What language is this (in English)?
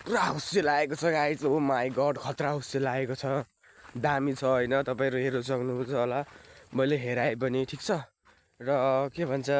Nepali